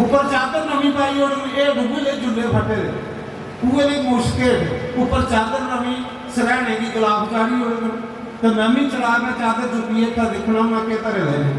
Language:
Dogri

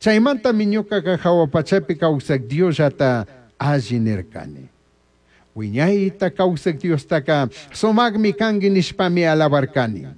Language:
Chimborazo Highland Quichua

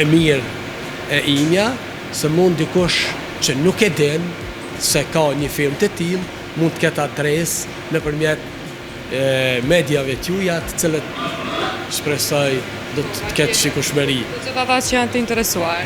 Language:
Albanian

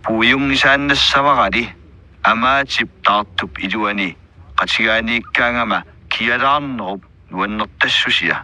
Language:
Kalaallisut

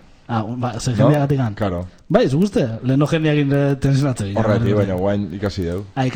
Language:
Basque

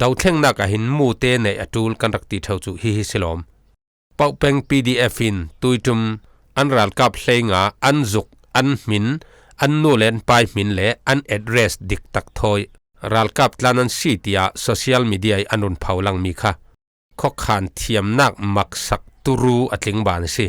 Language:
Falam Chin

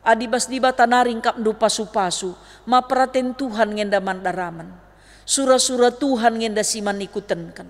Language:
Batak Karo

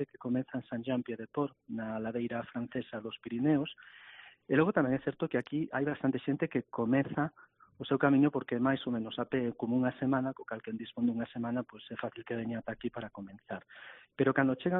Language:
Galician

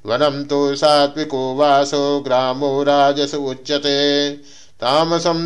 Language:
Sanskrit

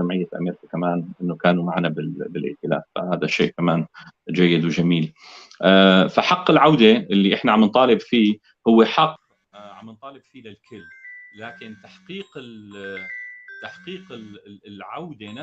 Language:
North Levantine Arabic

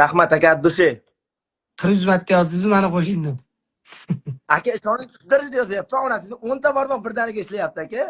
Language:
Uzbek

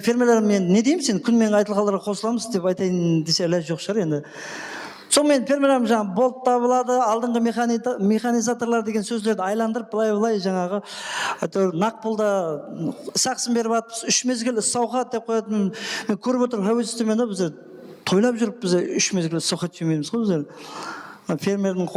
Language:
Kara-Kalpak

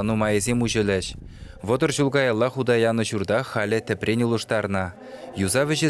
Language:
Chuvash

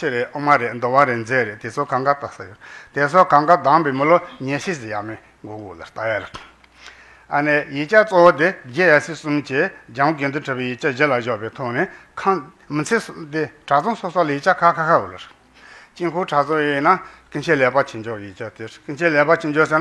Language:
Tibetan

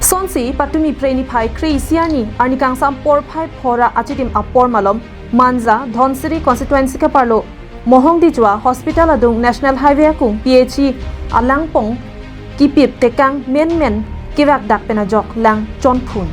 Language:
Karbi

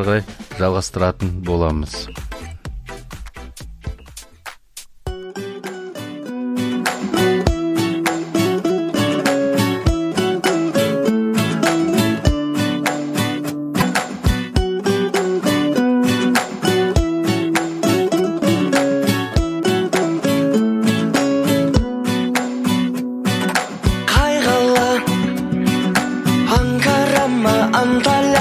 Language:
Kazakh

